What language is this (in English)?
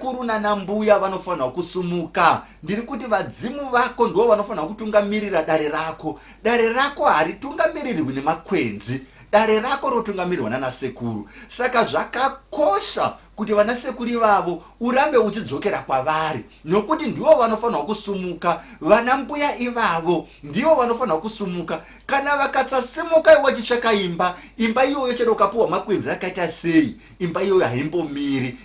Shona